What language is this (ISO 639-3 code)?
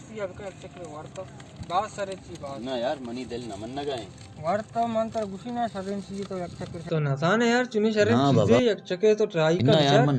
bal